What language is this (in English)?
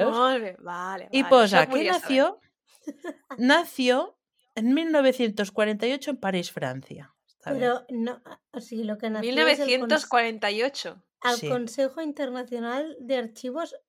Catalan